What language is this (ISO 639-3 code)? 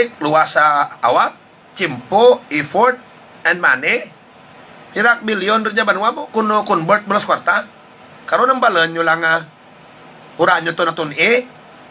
hil